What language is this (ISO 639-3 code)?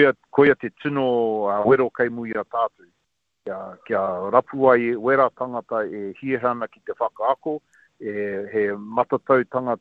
mri